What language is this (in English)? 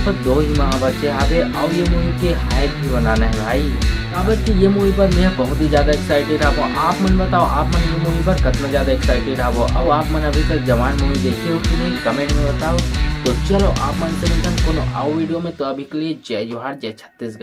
Chhattisgarhi